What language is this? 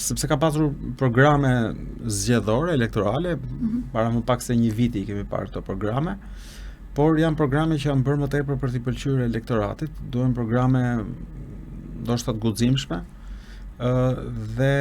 Albanian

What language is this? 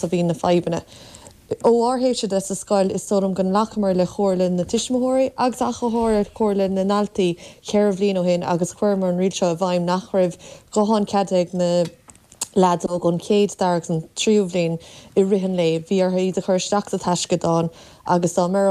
Irish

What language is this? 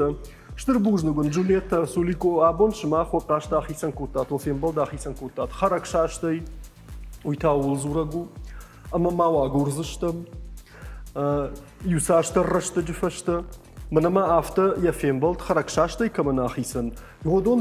Ossetic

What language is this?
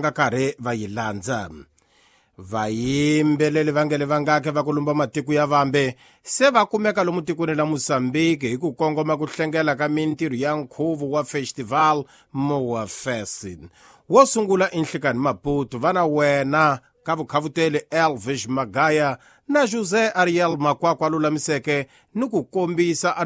Tsonga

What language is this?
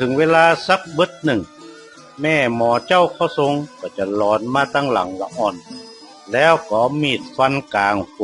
Northern Thai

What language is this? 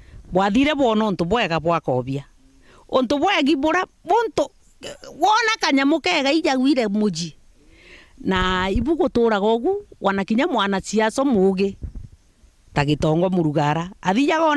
Meru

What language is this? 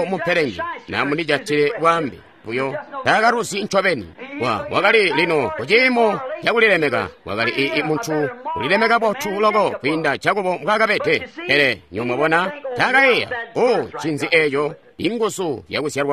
Tonga (Zambia)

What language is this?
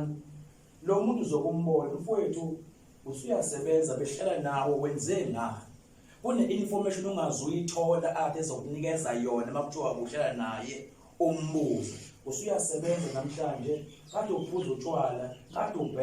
Zulu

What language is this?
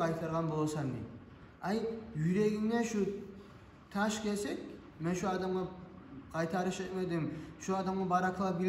Kumyk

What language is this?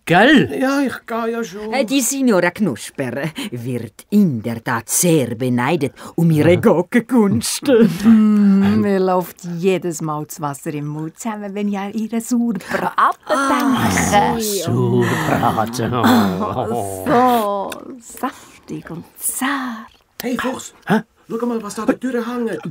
Swiss German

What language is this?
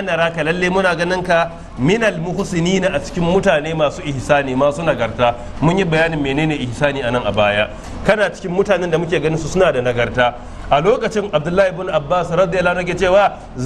Hausa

